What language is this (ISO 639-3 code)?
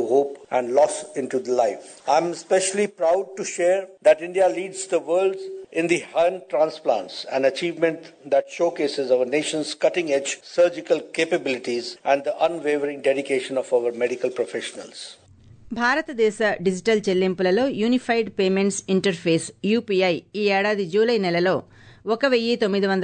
tel